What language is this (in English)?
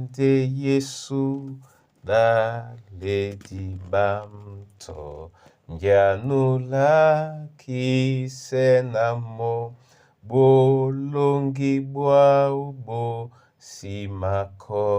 Duala